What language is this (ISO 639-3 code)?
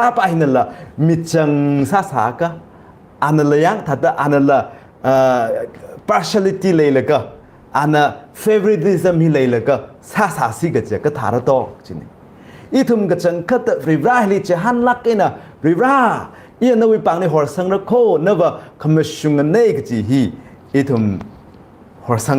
nmf